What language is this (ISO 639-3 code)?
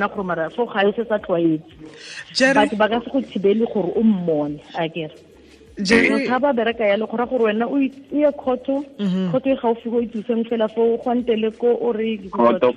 tsn